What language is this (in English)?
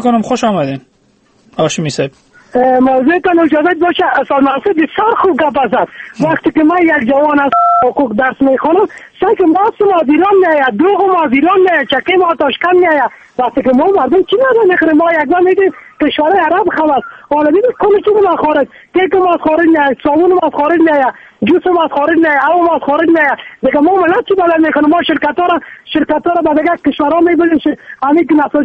Persian